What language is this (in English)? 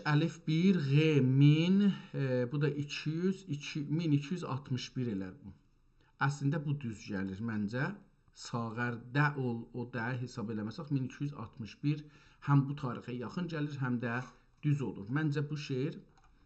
South Azerbaijani